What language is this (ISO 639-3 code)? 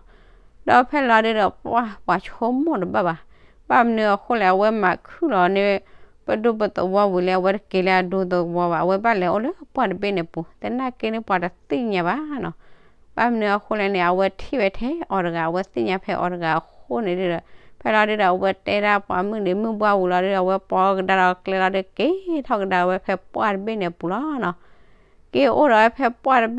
ksw